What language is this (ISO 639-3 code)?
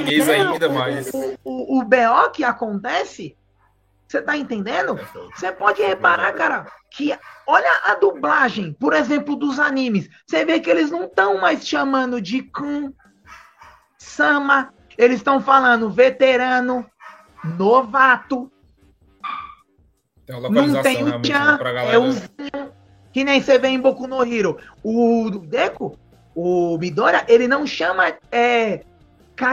por